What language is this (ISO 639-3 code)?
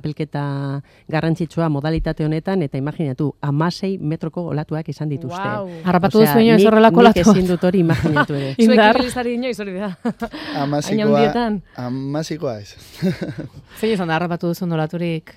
eus